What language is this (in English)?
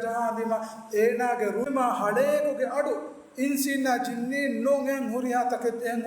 Divehi